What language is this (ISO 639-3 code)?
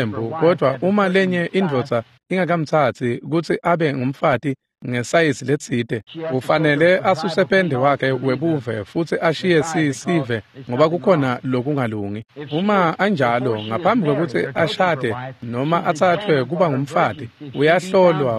ssw